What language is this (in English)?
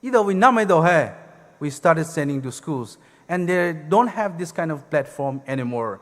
Poumei Naga